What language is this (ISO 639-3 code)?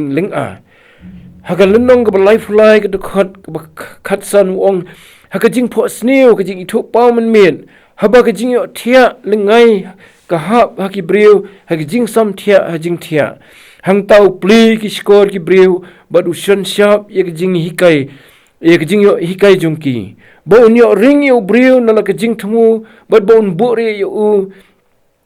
kha